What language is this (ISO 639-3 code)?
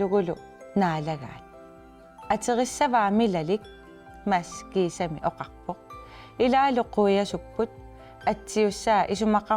kal